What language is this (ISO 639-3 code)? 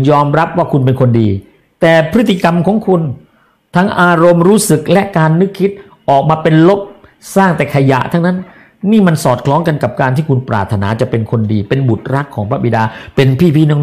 tha